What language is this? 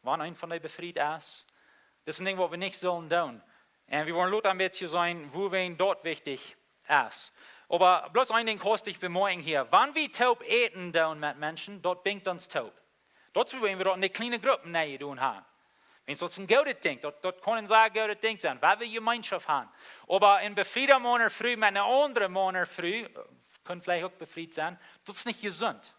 Plautdietsch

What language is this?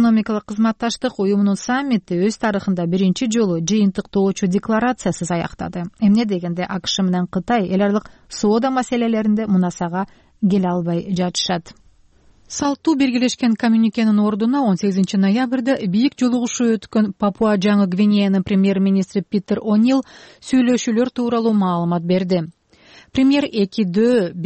Kyrgyz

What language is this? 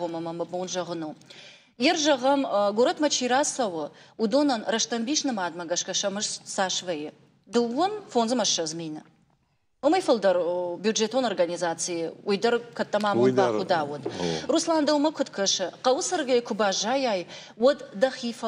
Ossetic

